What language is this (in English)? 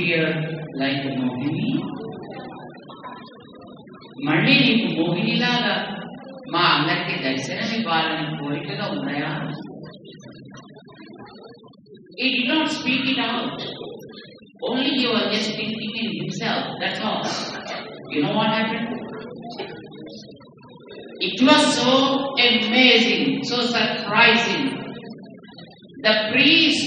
Telugu